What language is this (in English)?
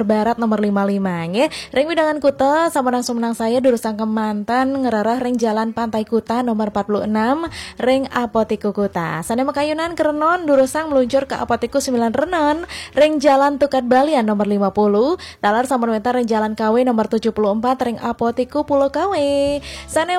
Balinese